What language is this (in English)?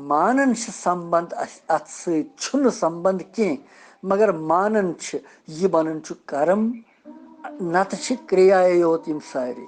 Kashmiri